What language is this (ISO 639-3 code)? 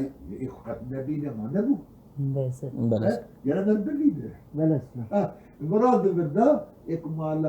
kur